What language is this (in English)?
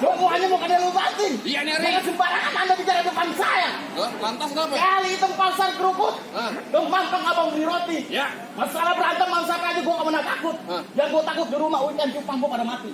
Betawi